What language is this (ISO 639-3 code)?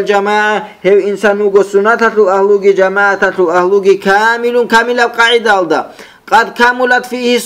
ava